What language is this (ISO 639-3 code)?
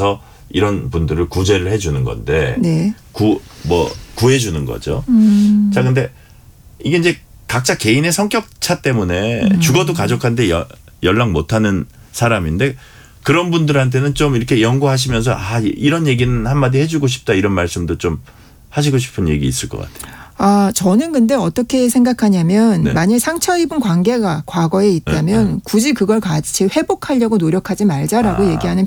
kor